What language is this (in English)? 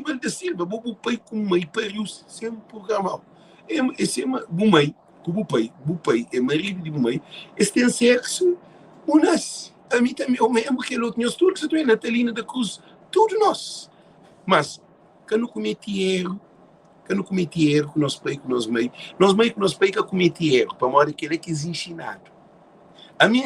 Kabuverdianu